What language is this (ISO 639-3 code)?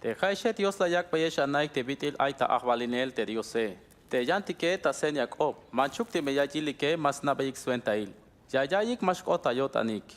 tzh